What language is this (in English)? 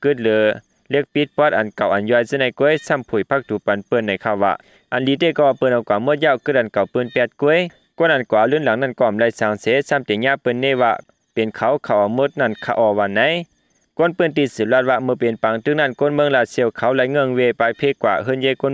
Shan